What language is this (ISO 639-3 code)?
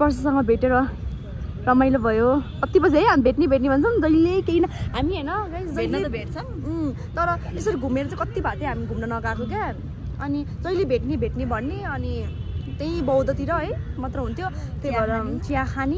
nep